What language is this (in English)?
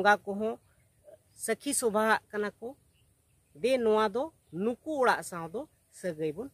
Santali